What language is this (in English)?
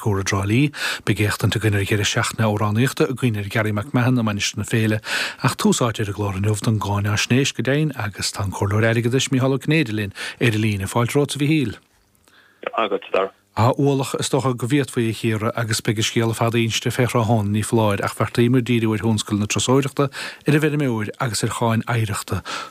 Irish